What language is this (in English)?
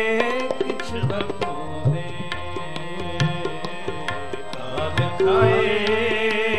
Punjabi